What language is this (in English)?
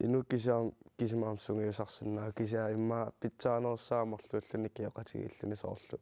Kalaallisut